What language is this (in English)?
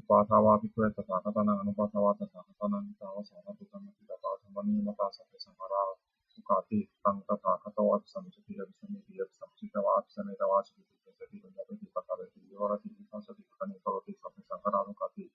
Pali